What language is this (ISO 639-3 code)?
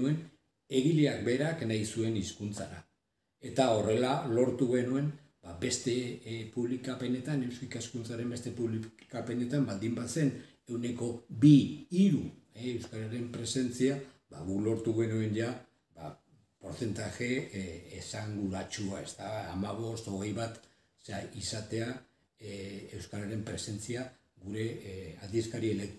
eus